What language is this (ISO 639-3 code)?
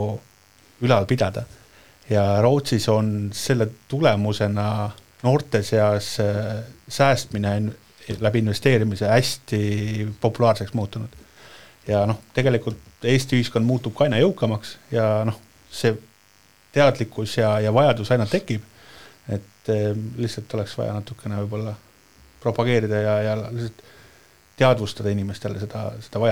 est